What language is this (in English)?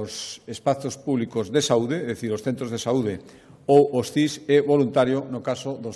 Galician